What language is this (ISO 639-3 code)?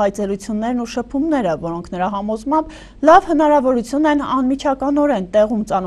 hye